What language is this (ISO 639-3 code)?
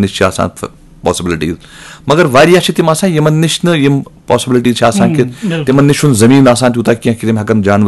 kas